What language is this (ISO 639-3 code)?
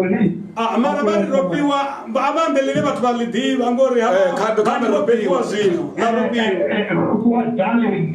ven